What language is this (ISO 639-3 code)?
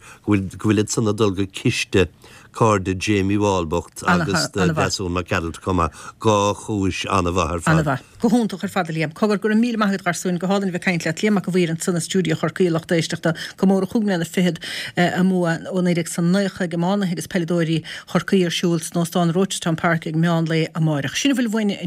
gle